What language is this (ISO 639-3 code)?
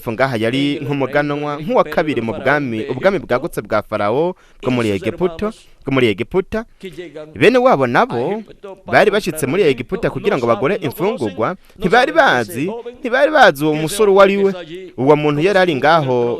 run